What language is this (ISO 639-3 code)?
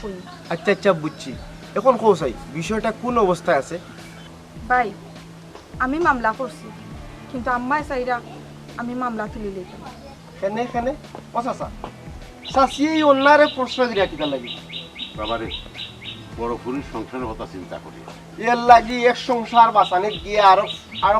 syl